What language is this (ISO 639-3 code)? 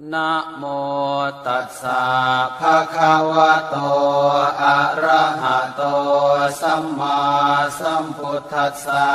pli